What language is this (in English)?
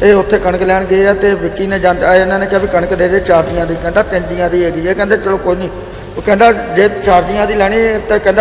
Punjabi